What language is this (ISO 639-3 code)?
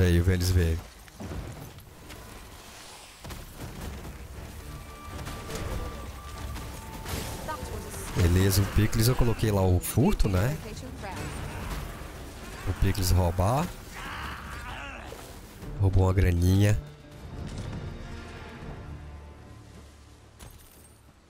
por